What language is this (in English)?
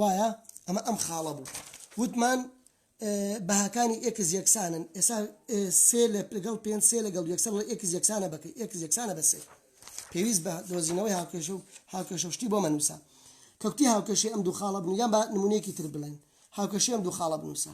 Central Kurdish